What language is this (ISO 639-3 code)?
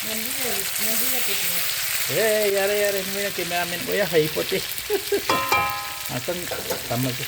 mni